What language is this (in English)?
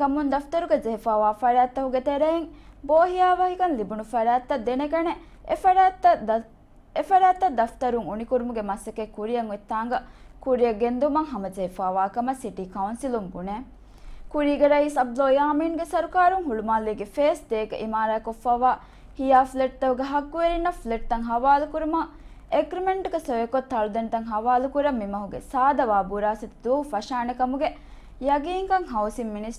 Divehi